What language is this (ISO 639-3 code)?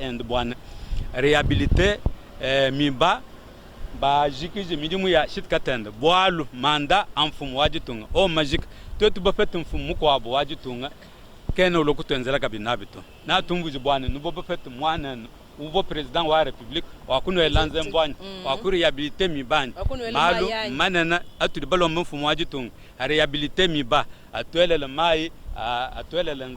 lua